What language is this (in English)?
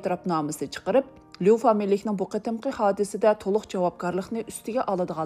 Uyghur